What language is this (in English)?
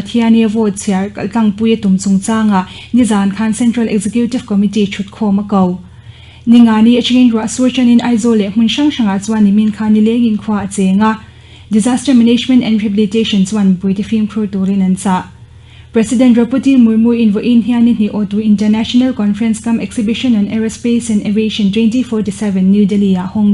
Mizo